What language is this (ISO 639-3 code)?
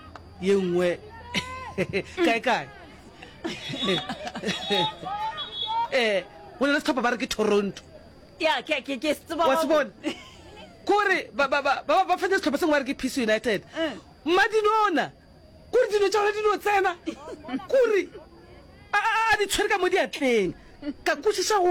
nso